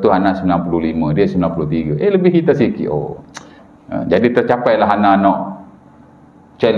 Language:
Malay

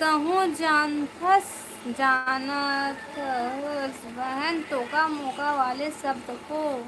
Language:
Chhattisgarhi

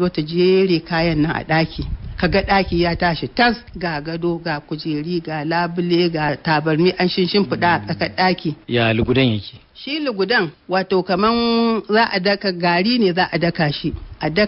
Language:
Hausa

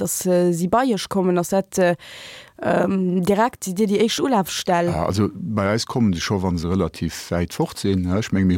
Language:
Luxembourgish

